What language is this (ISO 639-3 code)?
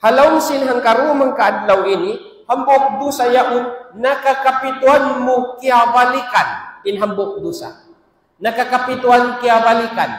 tsg